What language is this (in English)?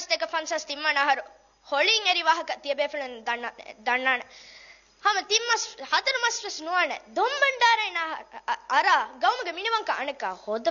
Divehi